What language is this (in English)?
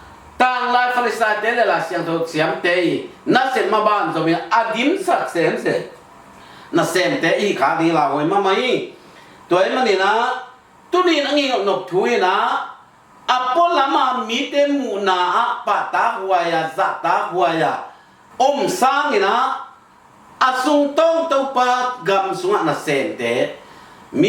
Tedim Chin